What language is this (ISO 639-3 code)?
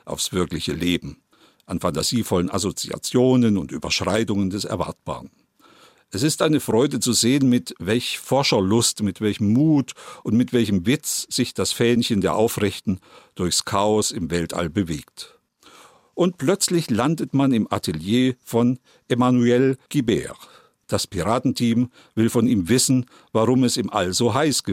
deu